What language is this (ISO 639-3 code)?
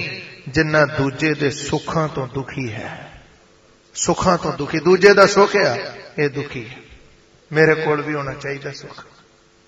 pan